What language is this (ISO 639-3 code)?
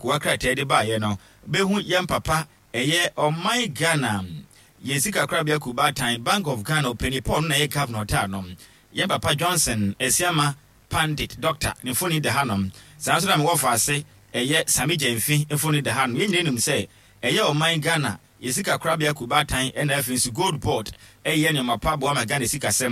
aka